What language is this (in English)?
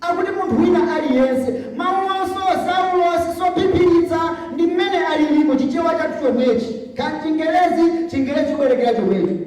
Nyanja